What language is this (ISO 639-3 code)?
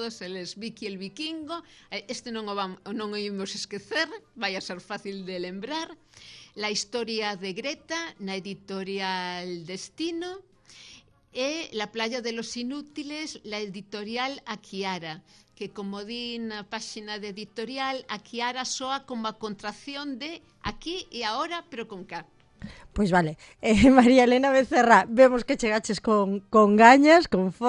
glg